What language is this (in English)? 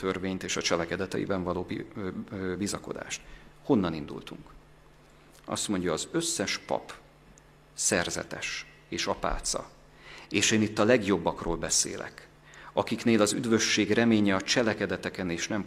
Hungarian